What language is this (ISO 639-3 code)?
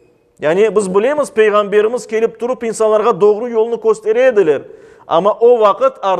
crh